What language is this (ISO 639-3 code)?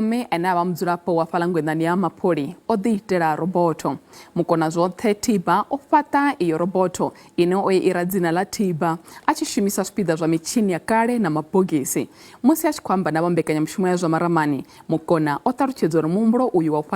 ven